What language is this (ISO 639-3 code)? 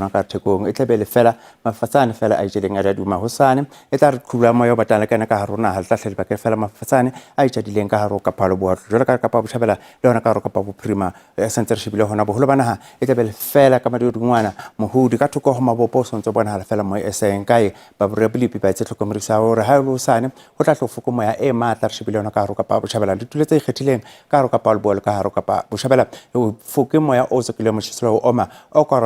sot